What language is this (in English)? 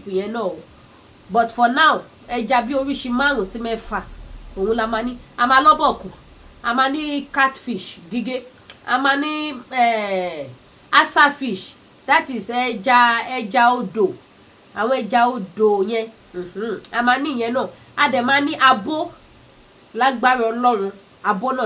Yoruba